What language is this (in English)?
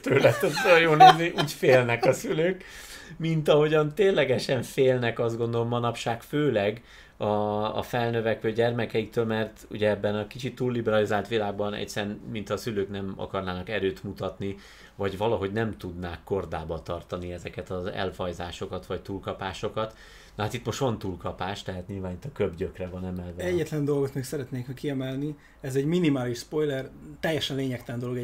Hungarian